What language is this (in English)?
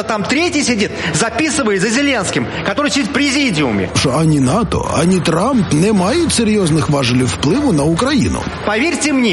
Ukrainian